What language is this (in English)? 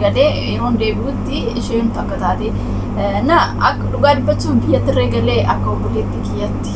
Oromo